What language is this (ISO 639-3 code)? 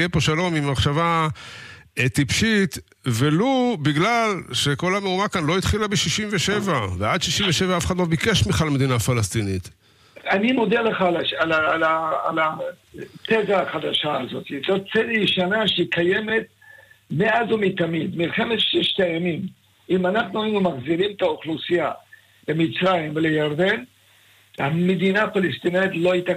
heb